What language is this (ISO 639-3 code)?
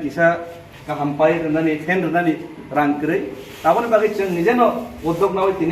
trp